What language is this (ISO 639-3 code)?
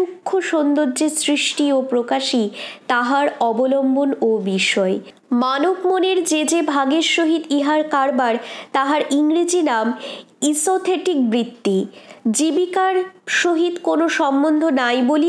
ben